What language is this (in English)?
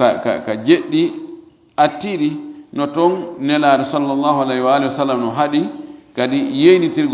Fula